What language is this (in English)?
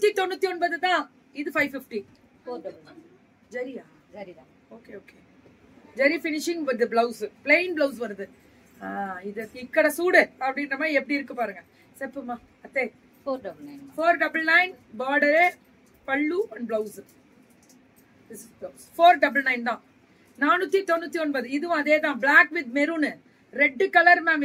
Tamil